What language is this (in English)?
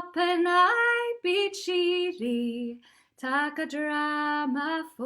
Scots